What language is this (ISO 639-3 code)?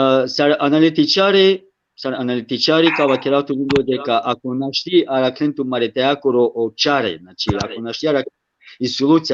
rmn